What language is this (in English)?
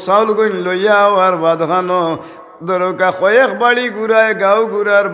Sylheti